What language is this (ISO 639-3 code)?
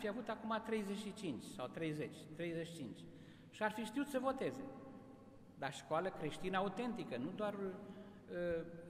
ron